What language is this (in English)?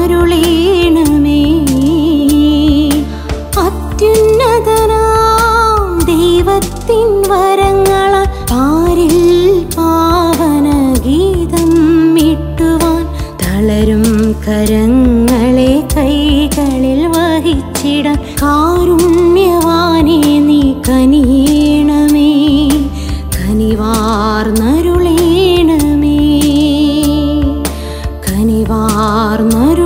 Malayalam